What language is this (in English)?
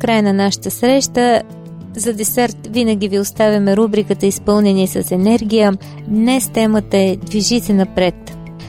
Bulgarian